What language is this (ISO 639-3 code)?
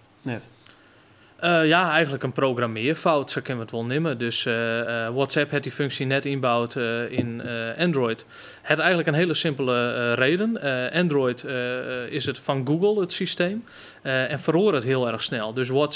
fry